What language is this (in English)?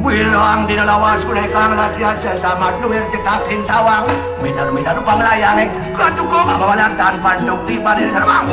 Balinese